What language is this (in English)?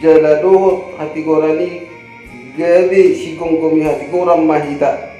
Batak Toba